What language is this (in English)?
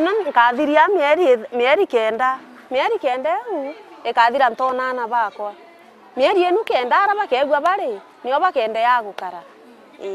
Meru